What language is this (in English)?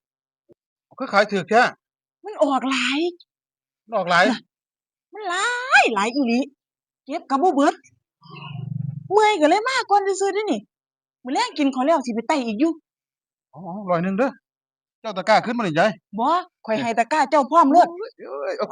Lao